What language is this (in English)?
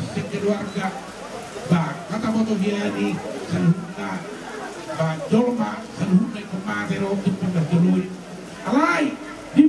Batak Toba